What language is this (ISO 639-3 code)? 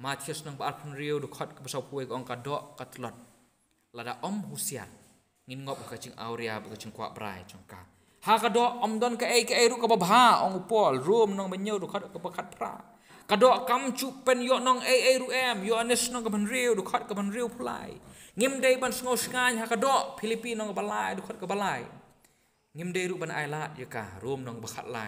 kha